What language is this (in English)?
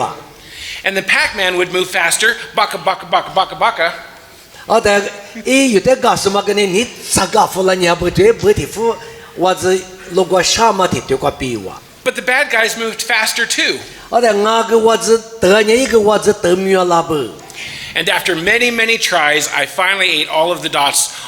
Lisu